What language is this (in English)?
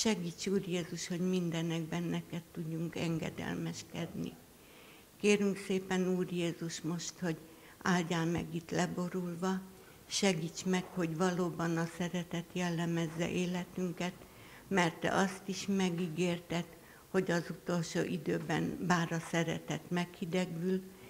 Hungarian